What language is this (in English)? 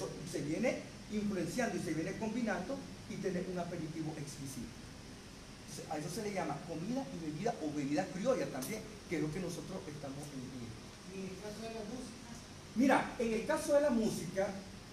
Spanish